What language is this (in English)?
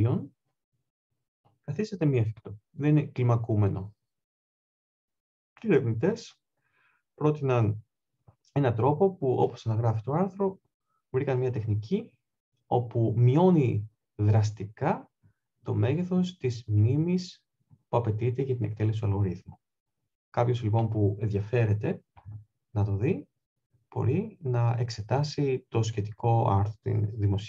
Greek